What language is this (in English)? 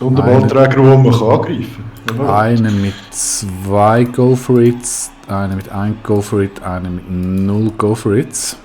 Swiss German